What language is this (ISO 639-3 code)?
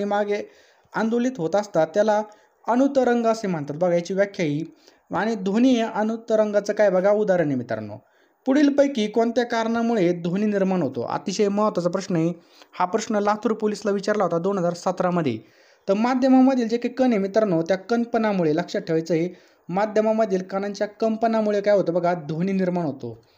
mar